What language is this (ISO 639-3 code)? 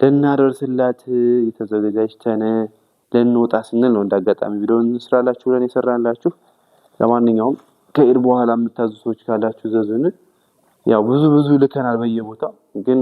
amh